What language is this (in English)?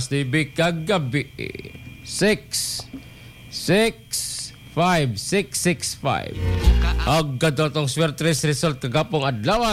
Cebuano